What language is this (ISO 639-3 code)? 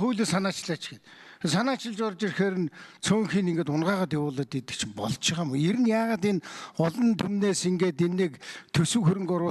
mon